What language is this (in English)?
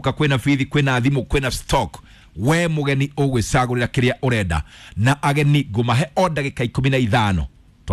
Kikuyu